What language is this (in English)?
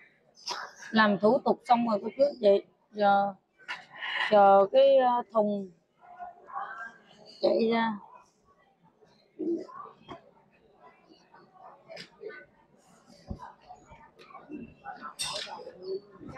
Vietnamese